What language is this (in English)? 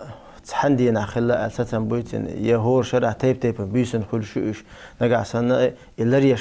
Chechen